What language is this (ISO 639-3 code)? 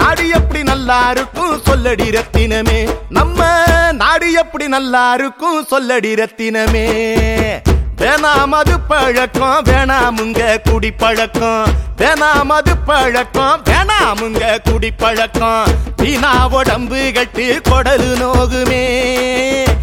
tam